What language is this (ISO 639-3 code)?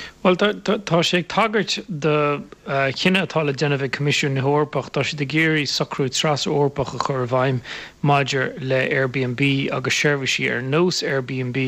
gle